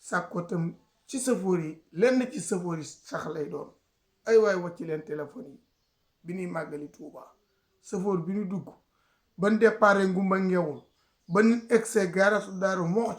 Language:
Wolof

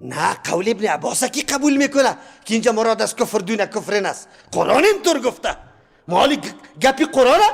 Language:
Persian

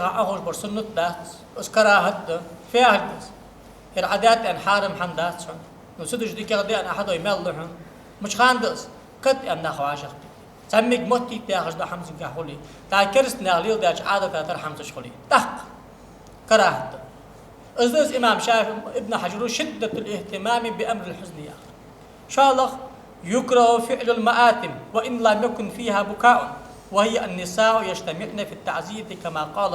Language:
Ingush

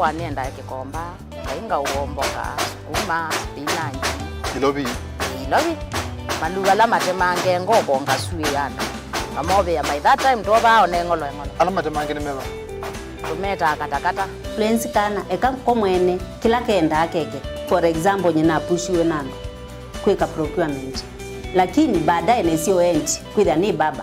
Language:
Kamba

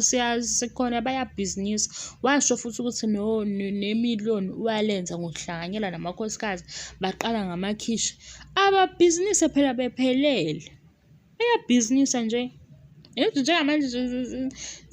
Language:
Zulu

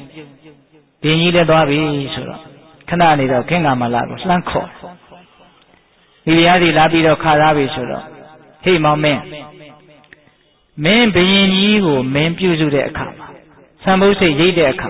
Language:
Burmese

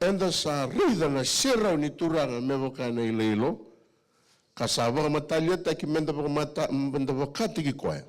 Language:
Fijian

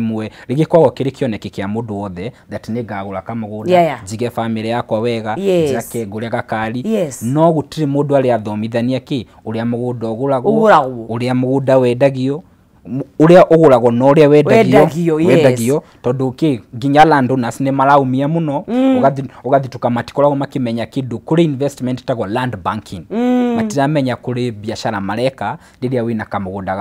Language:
Kikuyu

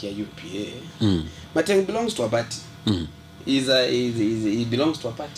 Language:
Gusii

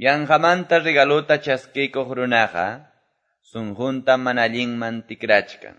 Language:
Quechua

